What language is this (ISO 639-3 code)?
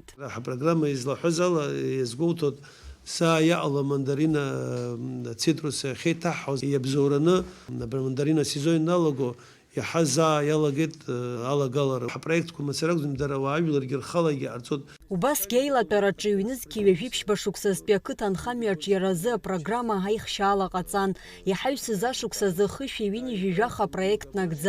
abk